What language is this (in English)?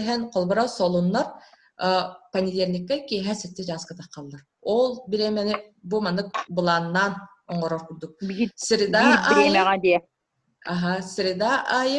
Yakut